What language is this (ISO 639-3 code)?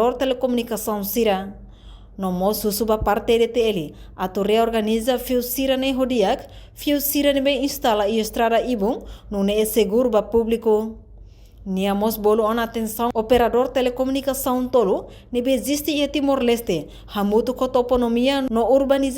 tet